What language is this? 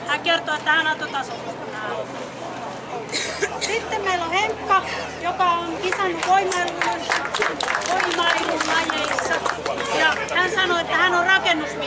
Finnish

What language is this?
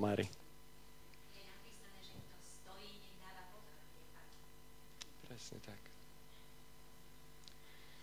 Slovak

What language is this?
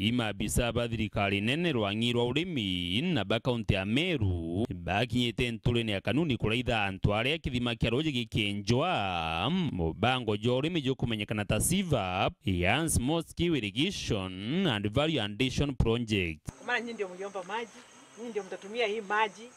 Meru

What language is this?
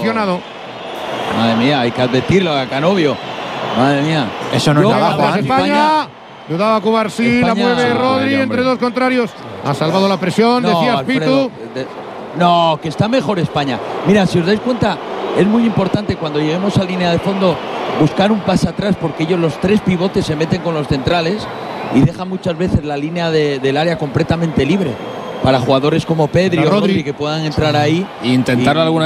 Spanish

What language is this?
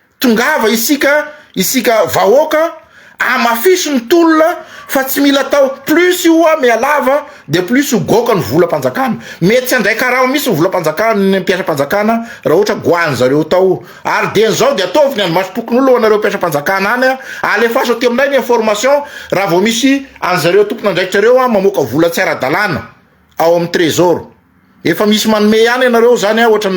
Malagasy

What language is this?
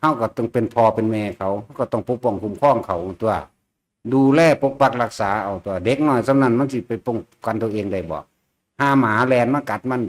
Northeastern Thai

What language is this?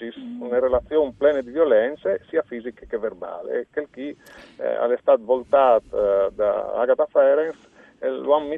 Friulian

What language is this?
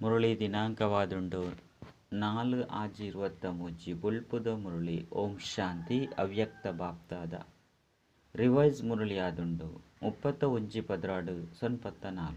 Tulu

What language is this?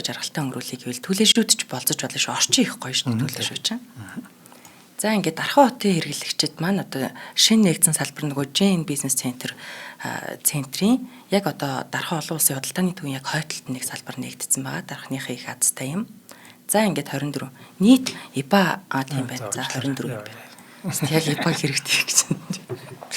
Mongolian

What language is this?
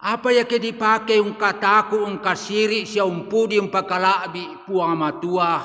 Toraja-Sa'dan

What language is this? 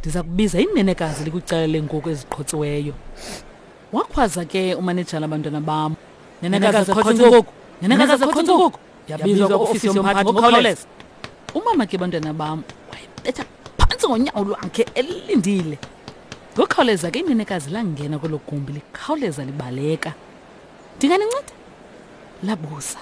Xhosa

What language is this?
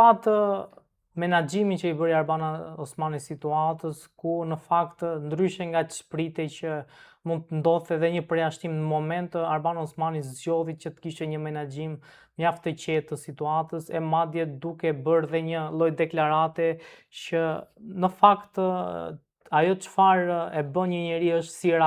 Albanian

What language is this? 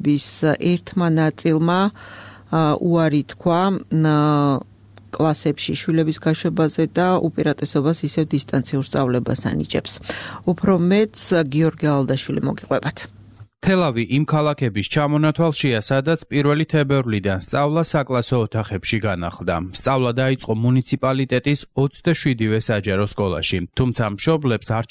Georgian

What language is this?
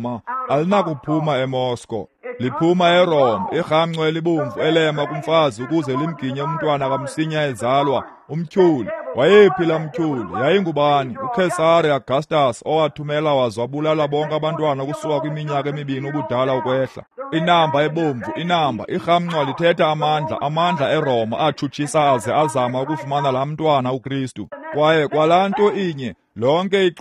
Xhosa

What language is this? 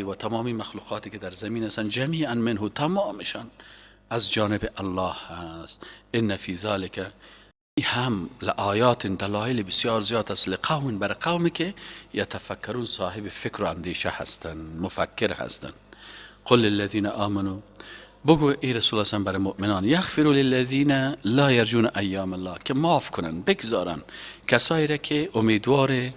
Persian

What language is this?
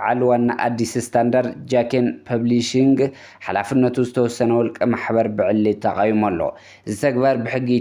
Tigrinya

